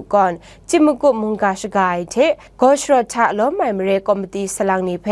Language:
Kachin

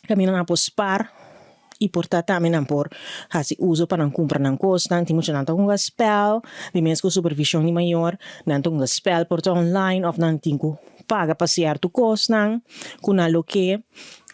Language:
Papiamento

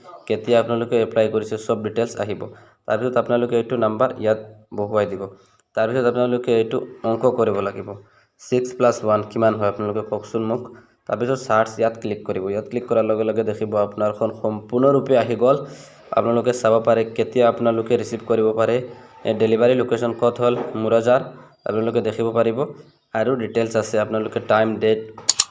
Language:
Assamese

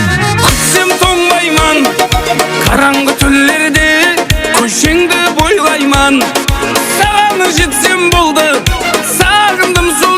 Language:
Kara-Kalpak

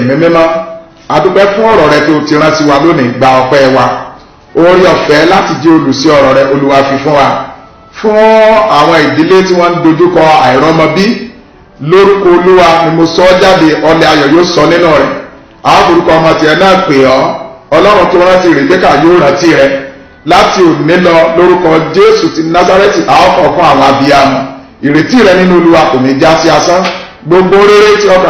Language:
Yoruba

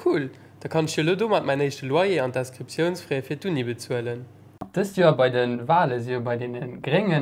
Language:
Luxembourgish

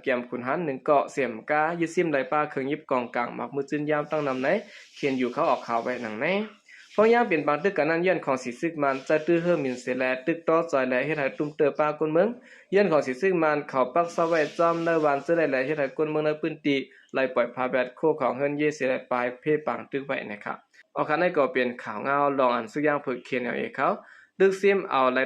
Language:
Shan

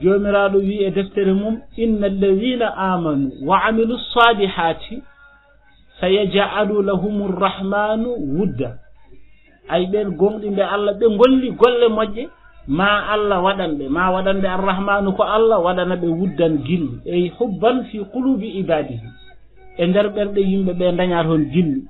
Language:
Fula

